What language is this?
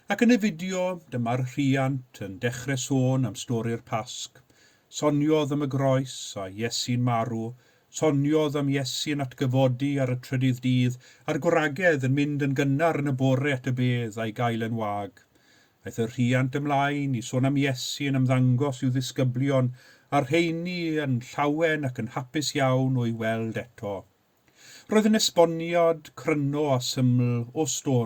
Welsh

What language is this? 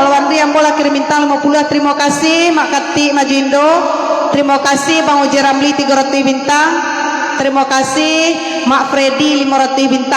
Minangkabau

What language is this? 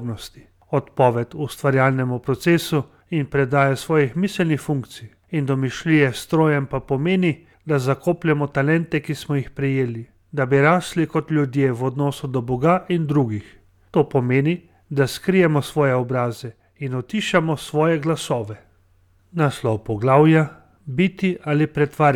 Slovenian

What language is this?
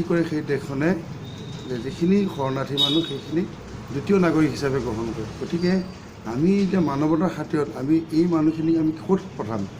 Assamese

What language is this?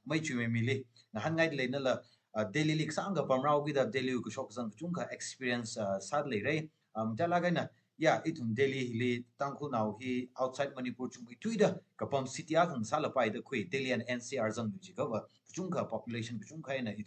Tangkhul Naga (India)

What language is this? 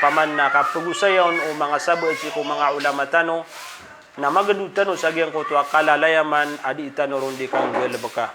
Maranao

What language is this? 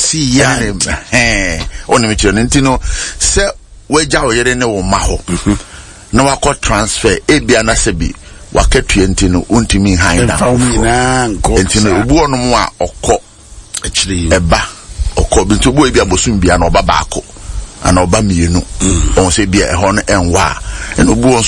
Akan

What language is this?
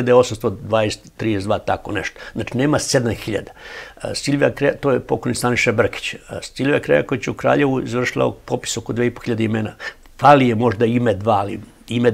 Serbian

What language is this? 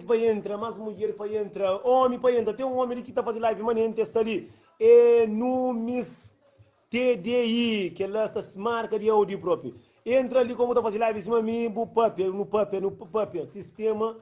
Kabuverdianu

